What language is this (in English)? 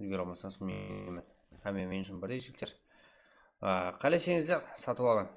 Kara-Kalpak